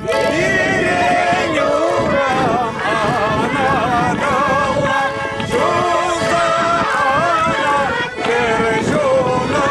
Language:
Chuvash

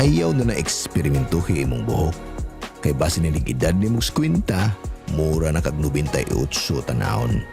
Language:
Cebuano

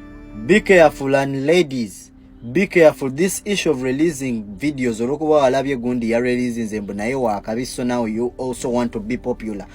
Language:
Ganda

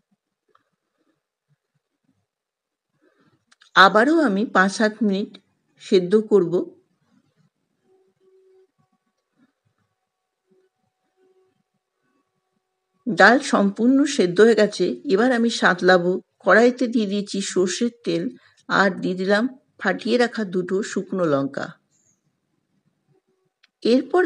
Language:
Bangla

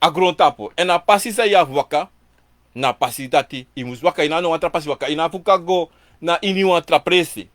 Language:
Sranan Tongo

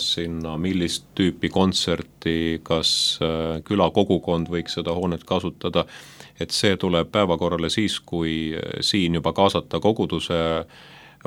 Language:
Estonian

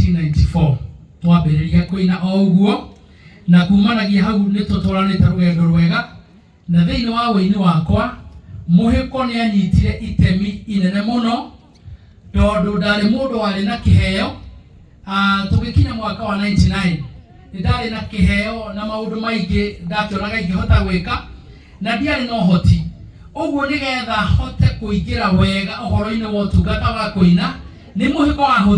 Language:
Kikuyu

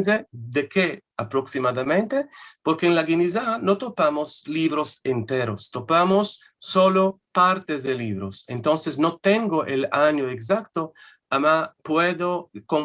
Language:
Ladino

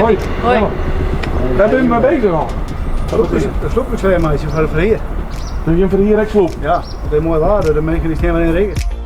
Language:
Western Frisian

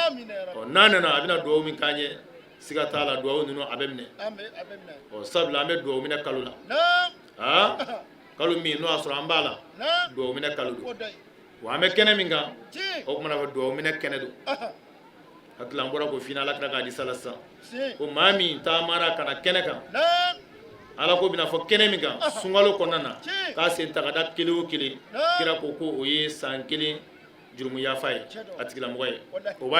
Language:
Bambara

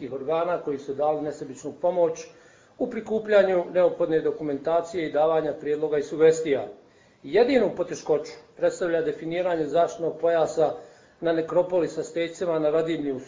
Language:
Bosnian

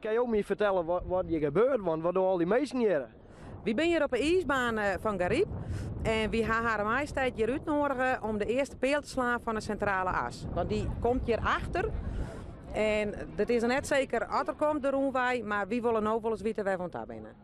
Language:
Western Frisian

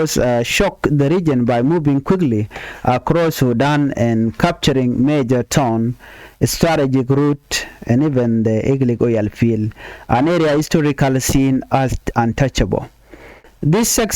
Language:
Nuer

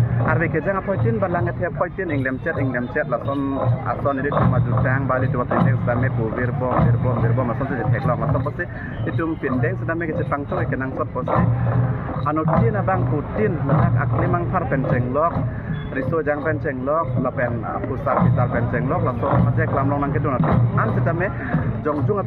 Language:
Karbi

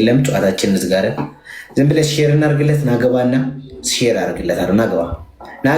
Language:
Amharic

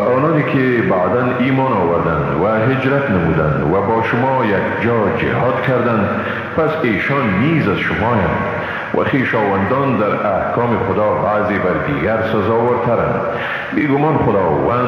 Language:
Persian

